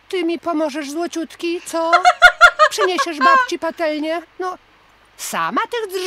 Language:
Polish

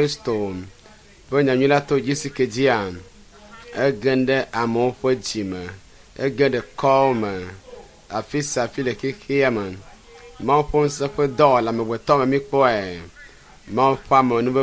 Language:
Ewe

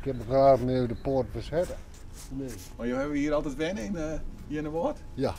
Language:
Western Frisian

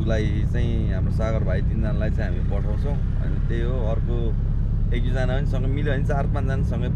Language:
Nepali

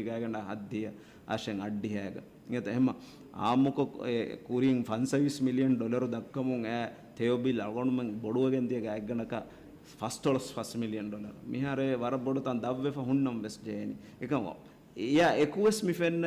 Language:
Divehi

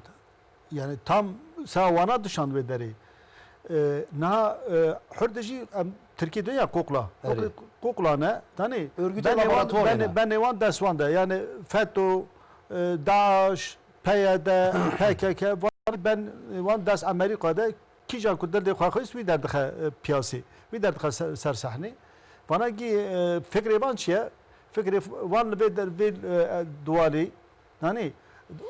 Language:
Zaza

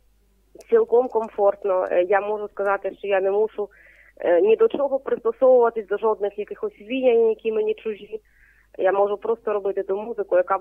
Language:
Ukrainian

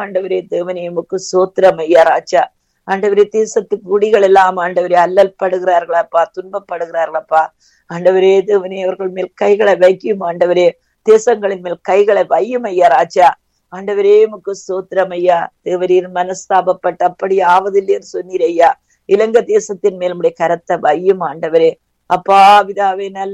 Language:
Tamil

